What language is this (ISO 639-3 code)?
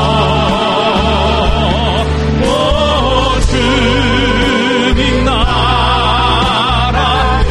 kor